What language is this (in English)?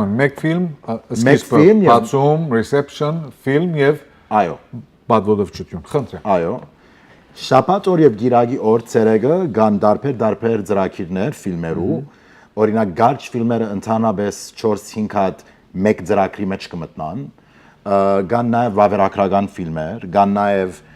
Western Armenian